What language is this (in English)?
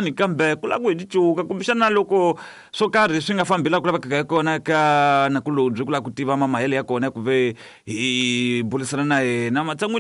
Tsonga